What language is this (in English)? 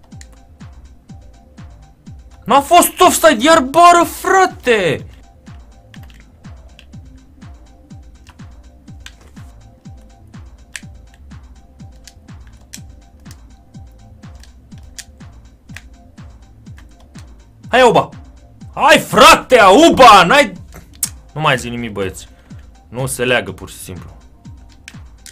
Romanian